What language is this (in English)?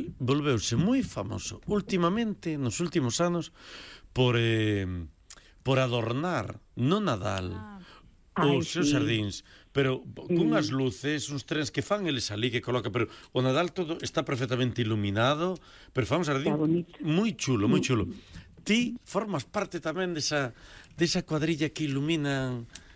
Galician